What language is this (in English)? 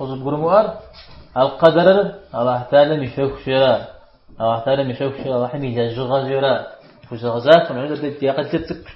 Kabardian